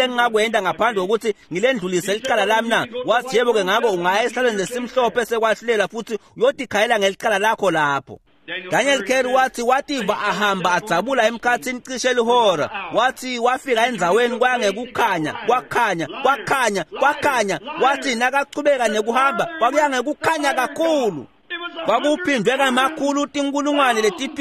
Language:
Swati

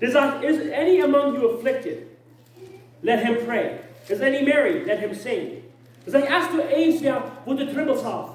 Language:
Plautdietsch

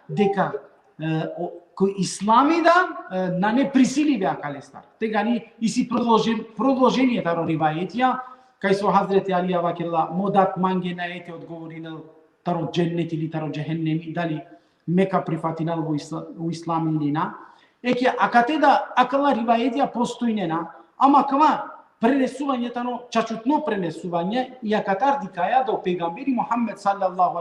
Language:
Balkan Romani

